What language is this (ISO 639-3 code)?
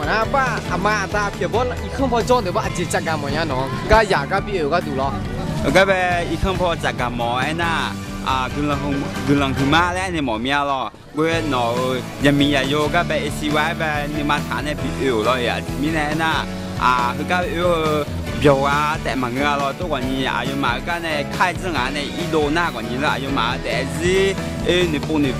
ahk